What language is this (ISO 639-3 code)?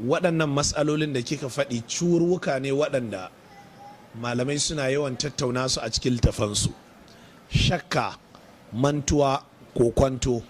hau